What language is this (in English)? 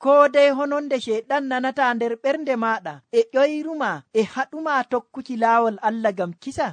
Nigerian Fulfulde